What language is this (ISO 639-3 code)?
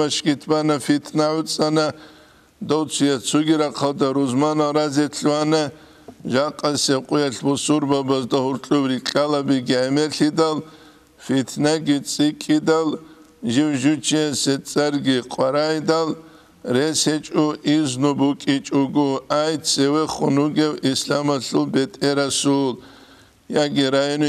ava